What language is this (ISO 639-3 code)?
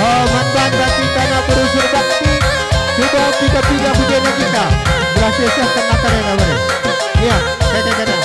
btx